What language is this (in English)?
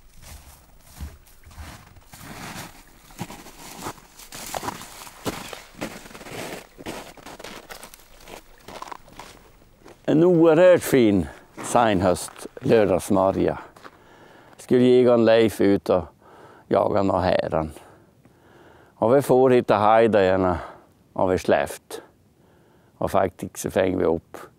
Swedish